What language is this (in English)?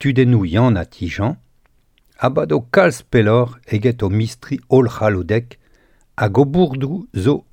Breton